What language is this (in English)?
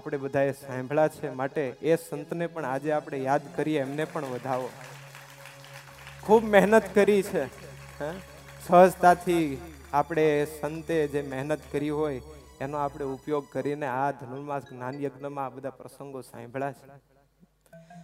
Gujarati